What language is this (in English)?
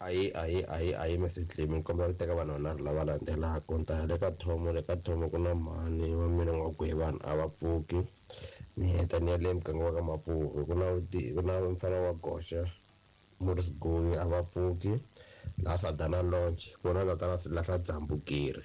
Tsonga